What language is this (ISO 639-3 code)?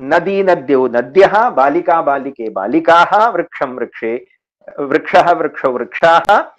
san